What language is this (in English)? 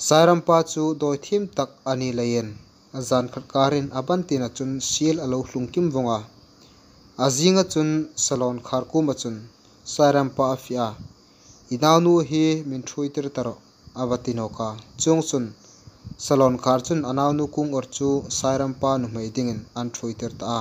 Hmar